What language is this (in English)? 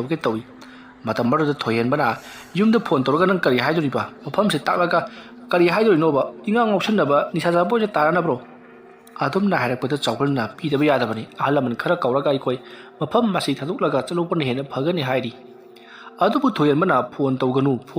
Manipuri